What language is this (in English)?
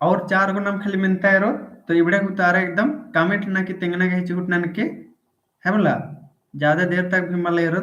Kurukh